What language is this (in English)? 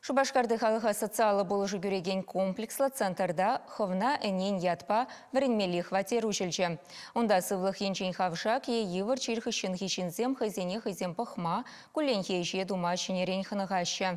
Chuvash